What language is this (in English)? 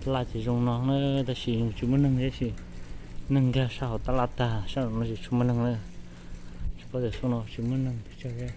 Hmong